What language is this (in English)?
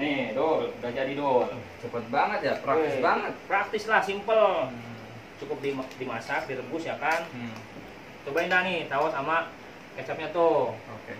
Betawi